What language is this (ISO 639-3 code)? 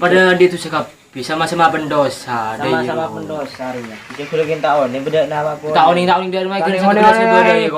mad